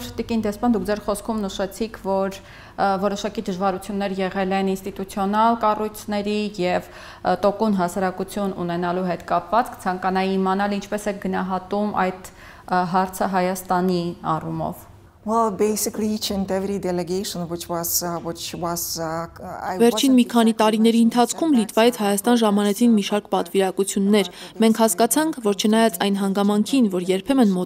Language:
Armenian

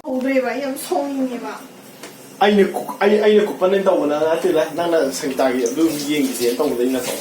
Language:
Manipuri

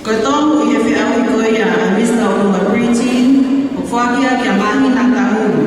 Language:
Tongan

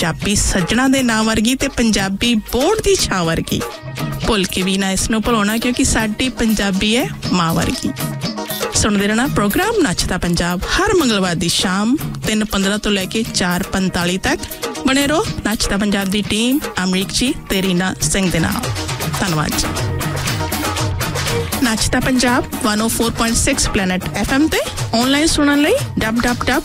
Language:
Punjabi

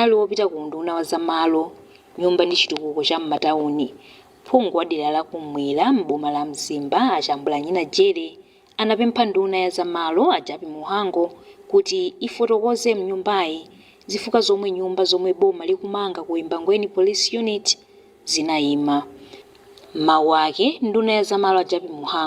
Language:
Nyanja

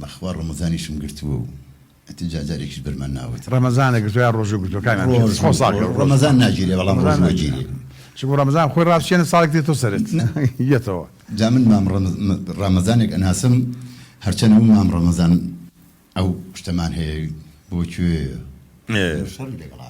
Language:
Central Kurdish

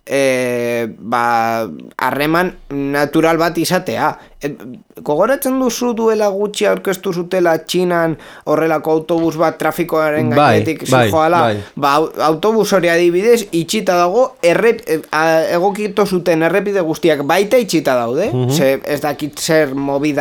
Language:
Basque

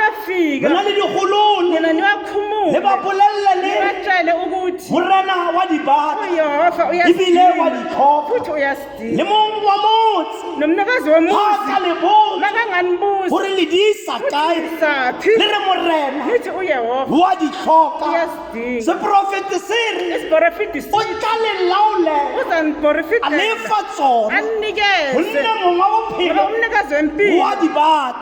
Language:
Tswana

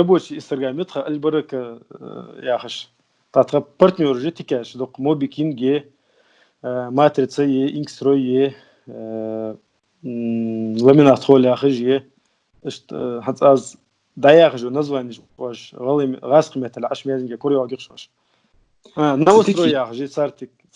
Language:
Ingush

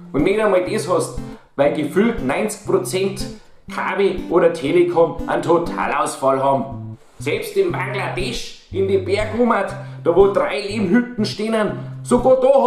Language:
Bavarian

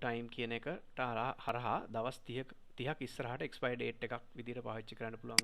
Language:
Sinhala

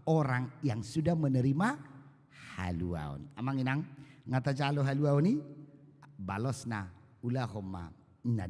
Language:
Batak Toba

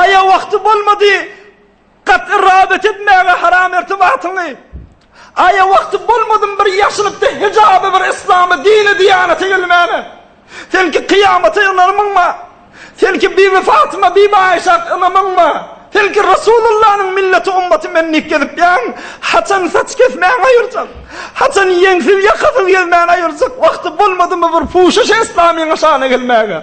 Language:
Turkmen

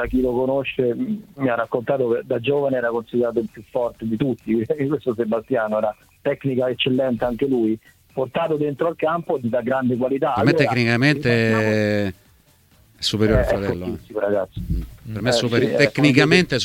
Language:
Italian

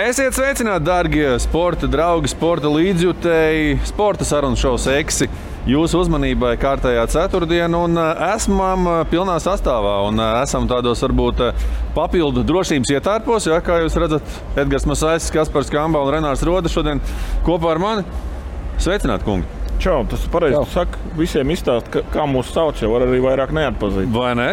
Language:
Latvian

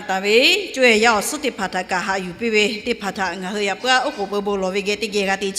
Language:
Lahu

